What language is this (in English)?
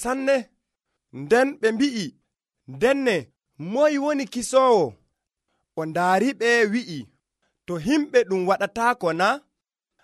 Nigerian Fulfulde